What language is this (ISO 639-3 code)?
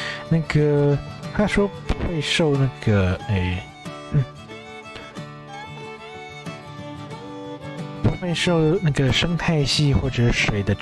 zho